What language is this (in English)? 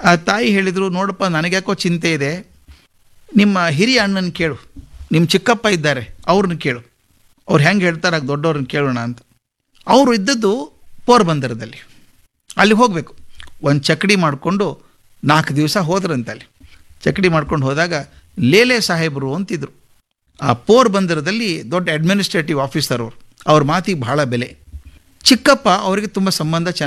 Kannada